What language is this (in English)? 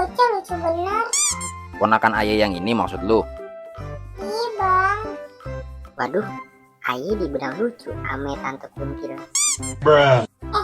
Betawi